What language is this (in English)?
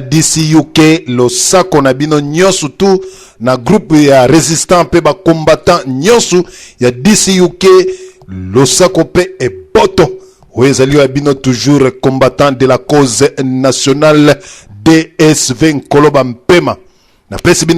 Lingala